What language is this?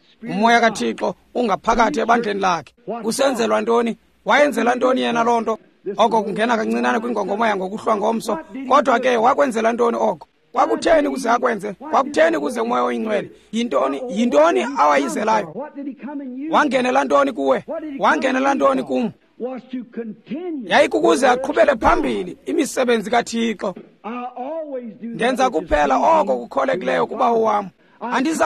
Xhosa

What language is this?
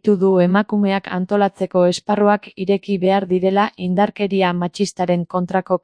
Basque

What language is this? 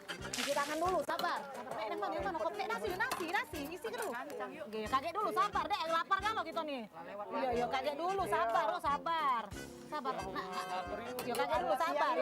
Musi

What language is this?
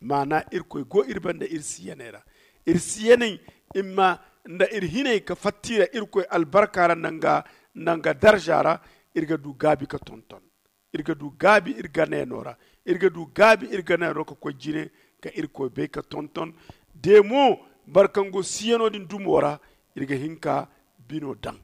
Zarma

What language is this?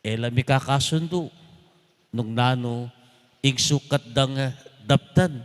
Pampanga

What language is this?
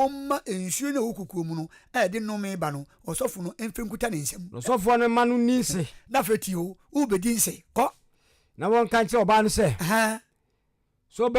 Akan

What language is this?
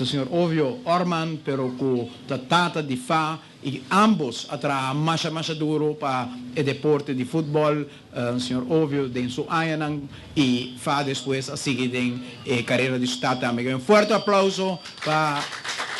Papiamento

